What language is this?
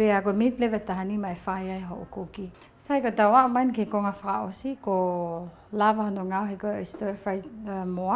Tongan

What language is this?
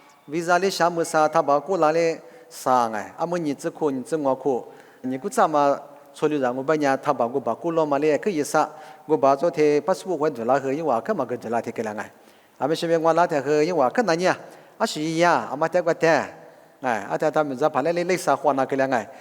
Lisu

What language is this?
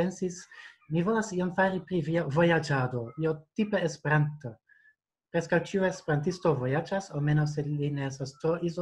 Esperanto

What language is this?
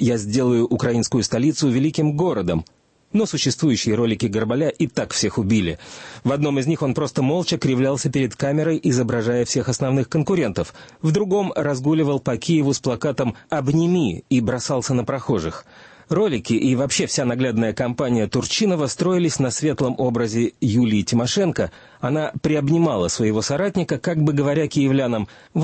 Russian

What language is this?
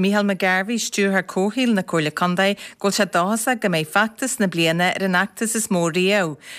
Irish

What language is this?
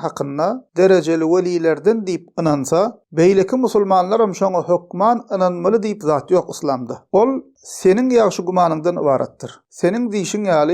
Turkmen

